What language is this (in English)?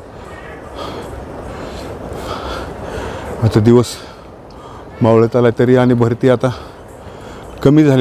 Marathi